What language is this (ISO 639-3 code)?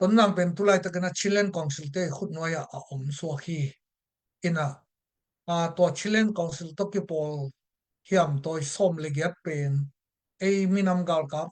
ctd